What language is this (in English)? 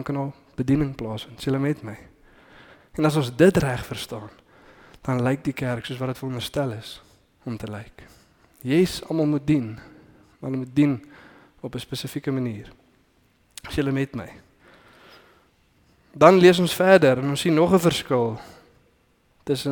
Afrikaans